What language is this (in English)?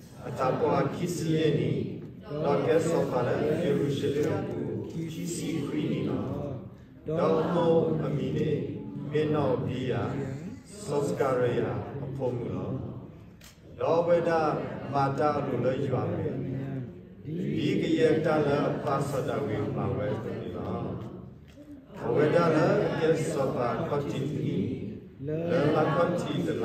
S'gaw Karen